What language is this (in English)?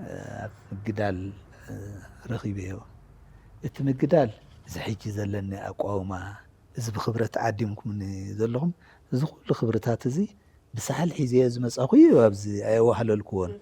Tigrinya